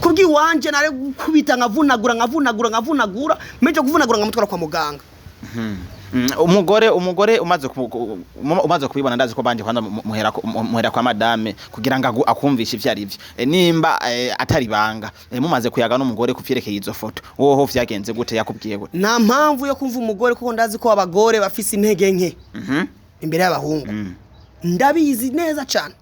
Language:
Rundi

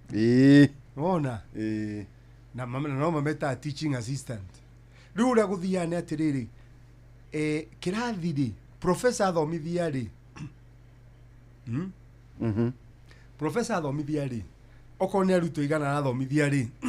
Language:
Kikuyu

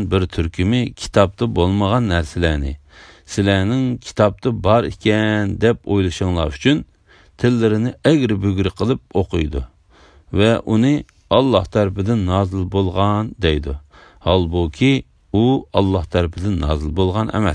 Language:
Uyghur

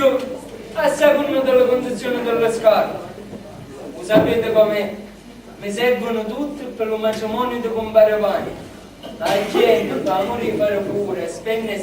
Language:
Sicilian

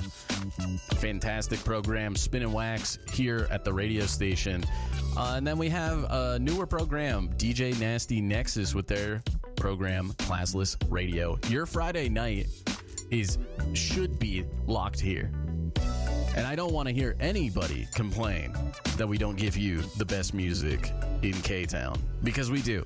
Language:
English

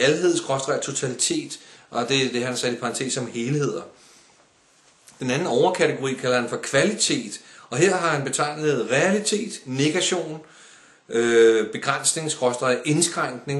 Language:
Danish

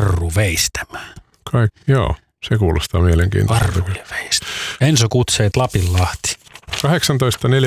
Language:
Finnish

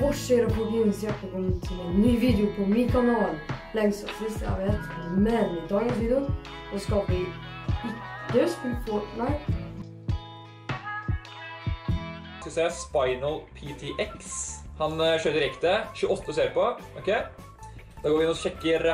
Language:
Norwegian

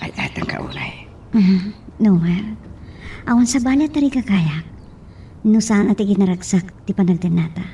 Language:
Iloko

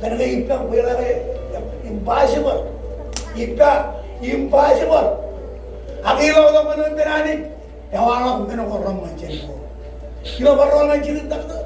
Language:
Marshallese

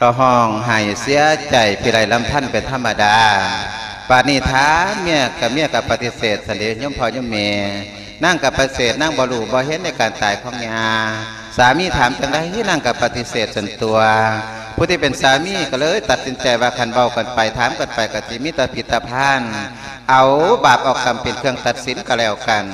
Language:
Lao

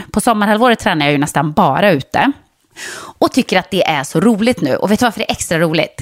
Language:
Swedish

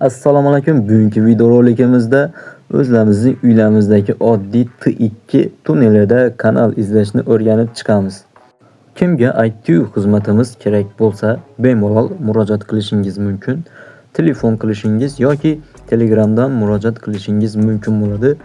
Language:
Uzbek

